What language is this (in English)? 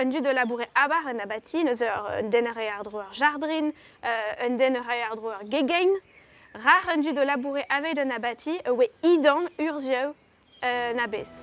Breton